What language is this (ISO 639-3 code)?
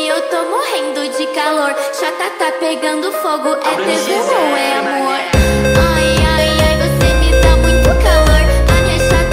por